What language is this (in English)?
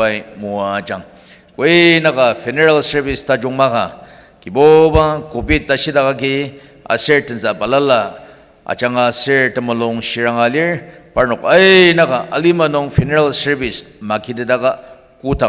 Ao Naga